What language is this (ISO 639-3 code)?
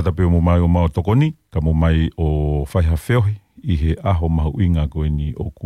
ton